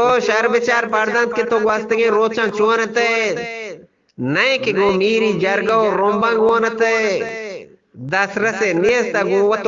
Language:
Eastern Balochi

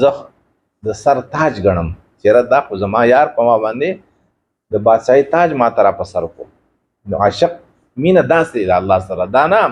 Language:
Pashto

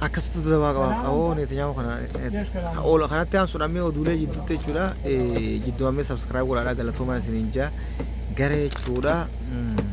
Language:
Oromo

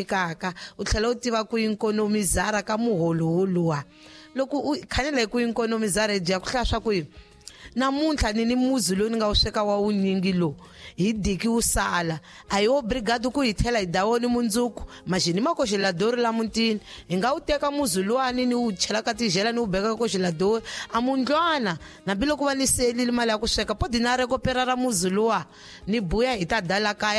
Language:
Tsonga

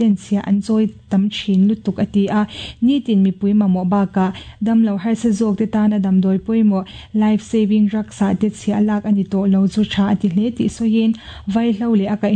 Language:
Mizo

